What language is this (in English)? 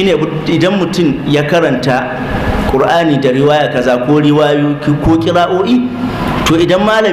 Hausa